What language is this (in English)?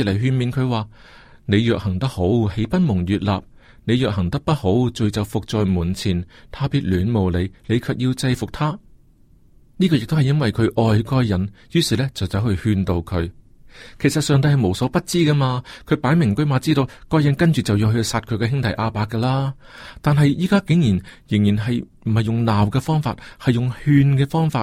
Cantonese